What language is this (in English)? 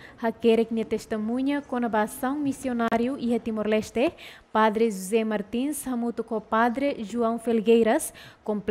Tetum